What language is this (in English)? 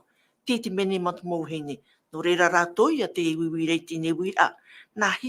Tahitian